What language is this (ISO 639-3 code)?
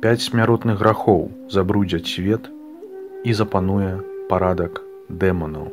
bel